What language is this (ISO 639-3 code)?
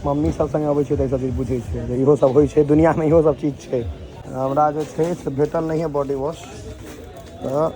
mai